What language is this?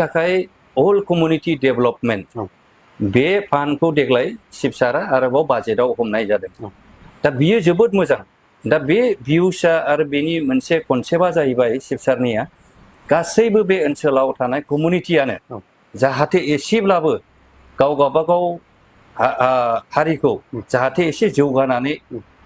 Bodo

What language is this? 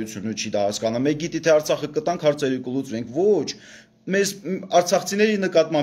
Armenian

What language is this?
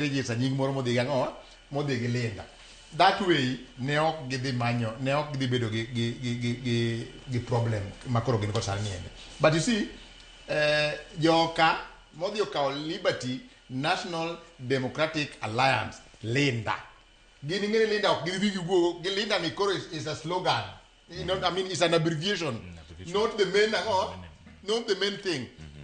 Luo (Kenya and Tanzania)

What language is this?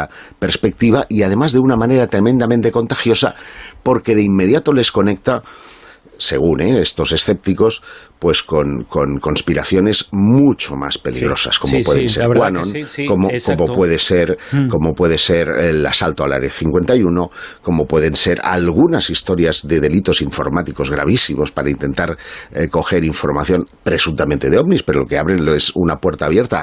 Spanish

